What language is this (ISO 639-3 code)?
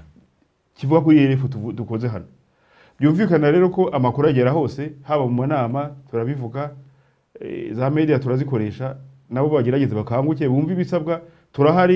kin